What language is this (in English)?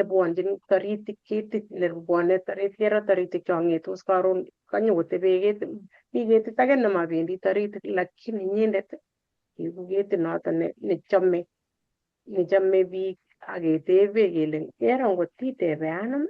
Kalenjin